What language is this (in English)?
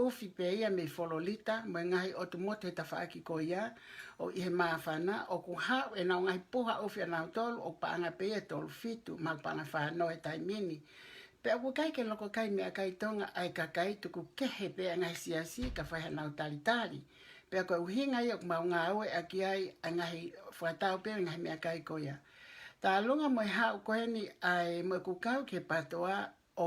Tongan